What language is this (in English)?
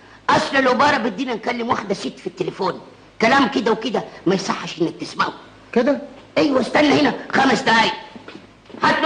Egyptian Arabic